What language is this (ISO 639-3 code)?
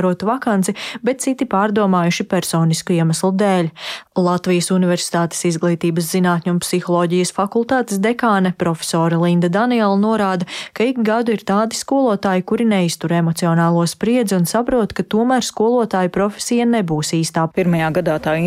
lav